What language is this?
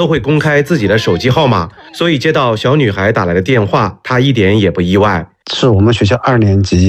Chinese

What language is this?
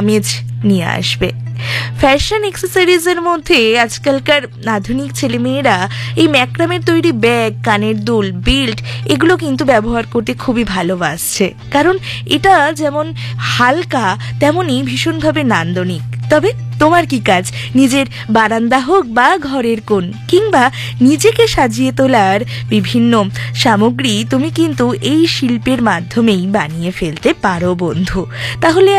Bangla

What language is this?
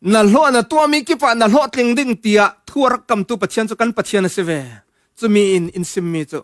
Falam Chin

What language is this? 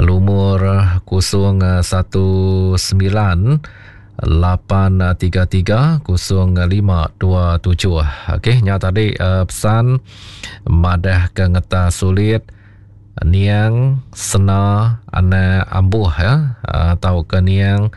Iban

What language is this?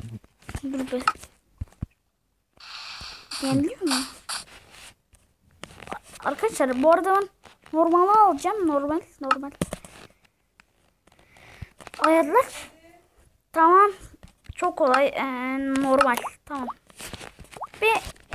Turkish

